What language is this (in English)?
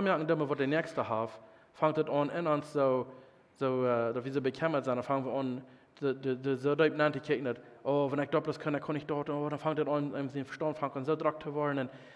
Plautdietsch